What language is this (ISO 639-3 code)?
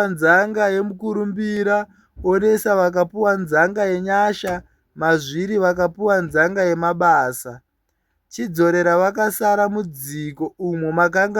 sna